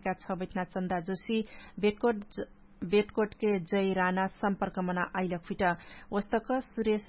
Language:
Dangaura Tharu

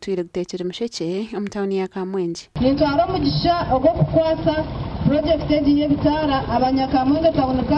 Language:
Nyankole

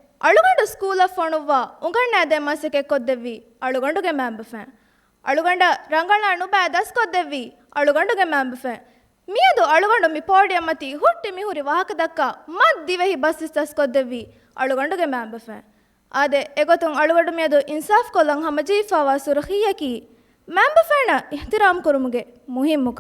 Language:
Divehi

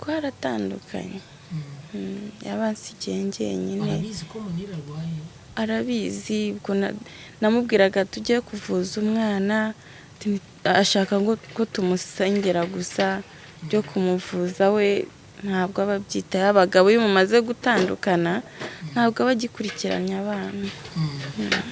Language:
Kinyarwanda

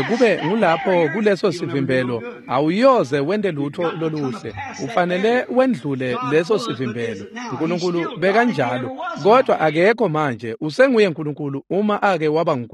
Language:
Swati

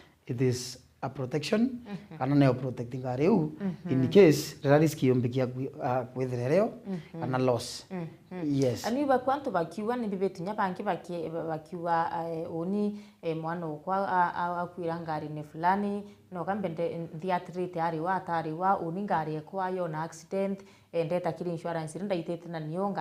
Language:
Meru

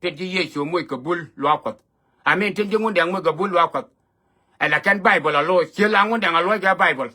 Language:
Nuer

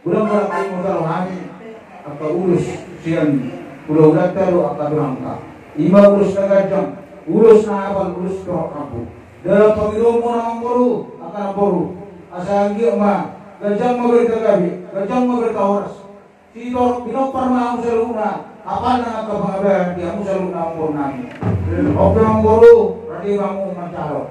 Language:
Batak Toba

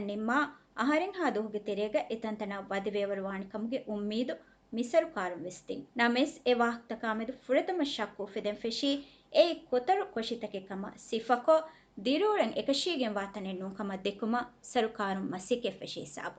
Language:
Divehi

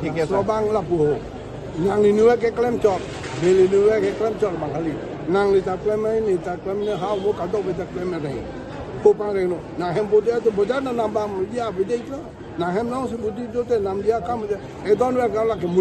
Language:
Karbi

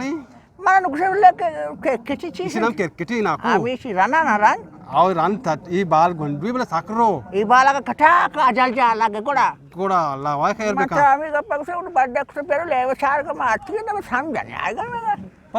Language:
Eastern Balochi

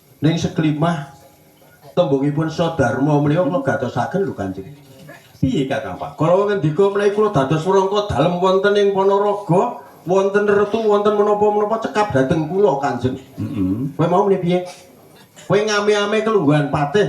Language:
Javanese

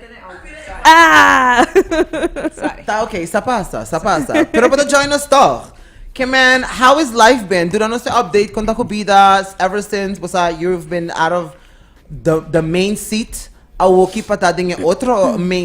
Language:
Papiamento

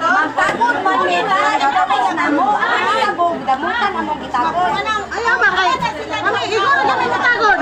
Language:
Cebuano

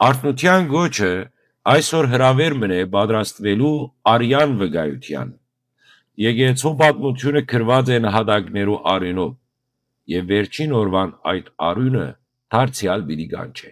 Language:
Western Armenian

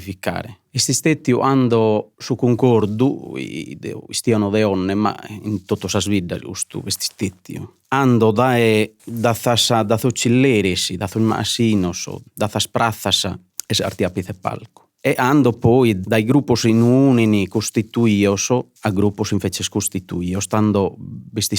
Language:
Sardinian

